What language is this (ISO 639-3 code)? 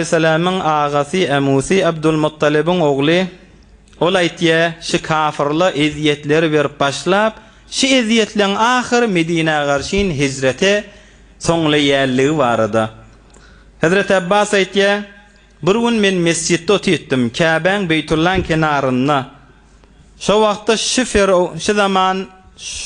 tuk